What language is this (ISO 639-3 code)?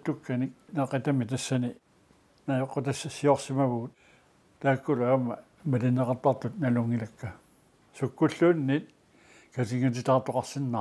kal